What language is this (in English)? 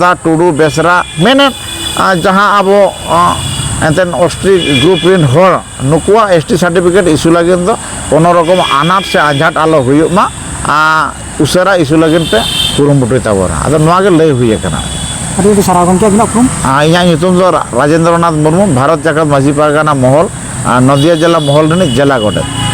Santali